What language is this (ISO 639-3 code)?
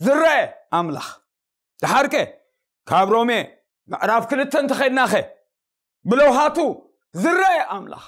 tir